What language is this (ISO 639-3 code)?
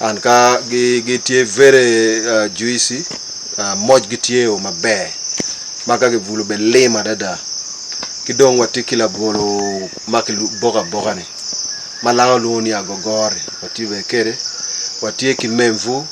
ach